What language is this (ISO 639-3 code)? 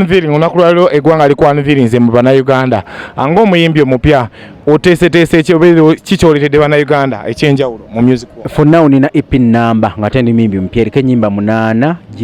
lug